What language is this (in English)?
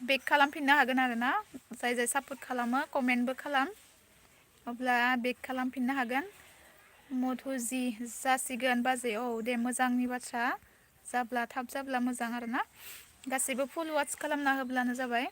Bodo